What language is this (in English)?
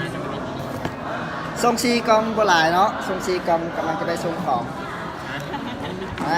Lao